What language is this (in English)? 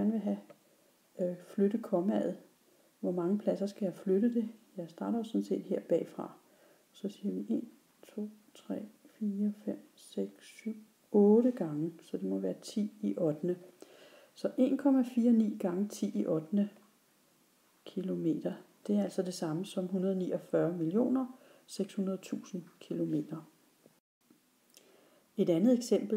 Danish